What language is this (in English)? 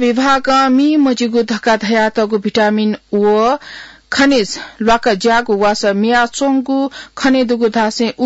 Newari